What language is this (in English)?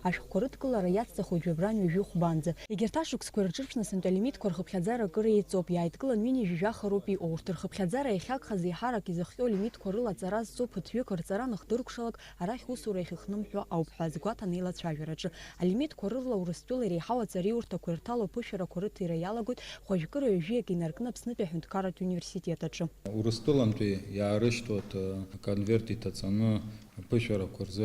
Abkhazian